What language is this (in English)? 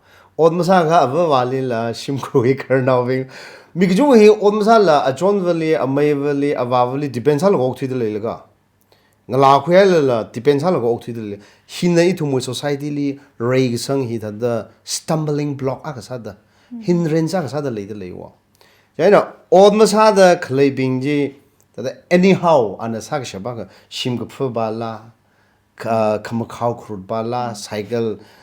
Tangkhul Naga (India)